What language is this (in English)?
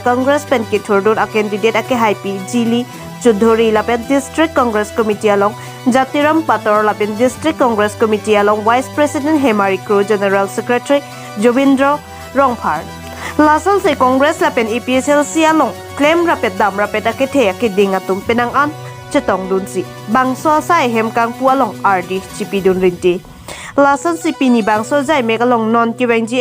Karbi